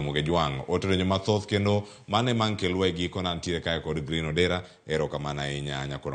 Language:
Luo (Kenya and Tanzania)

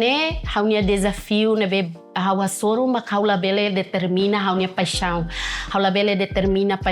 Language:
Tetum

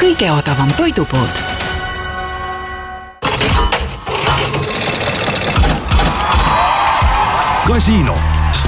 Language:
Estonian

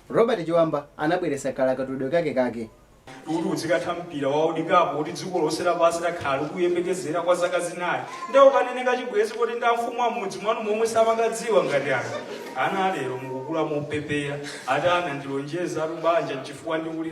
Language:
Nyanja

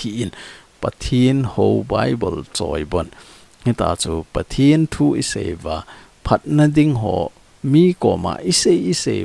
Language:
Thado Chin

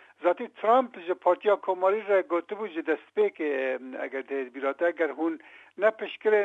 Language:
Kurdish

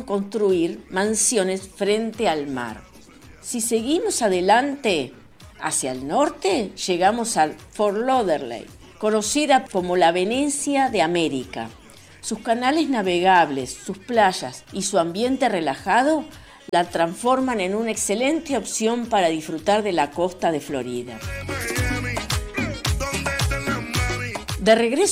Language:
Spanish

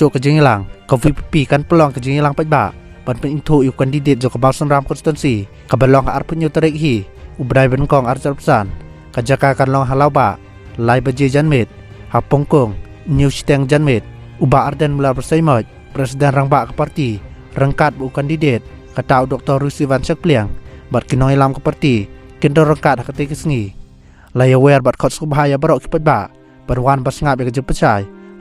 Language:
Khasi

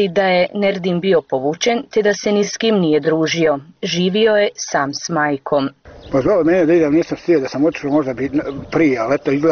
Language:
Bosnian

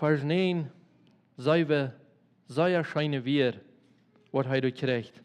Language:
Plautdietsch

